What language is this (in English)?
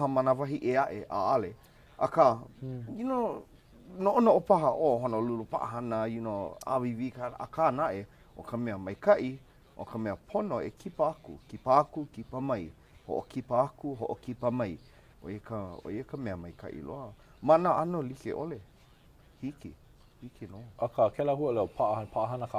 Hawaiian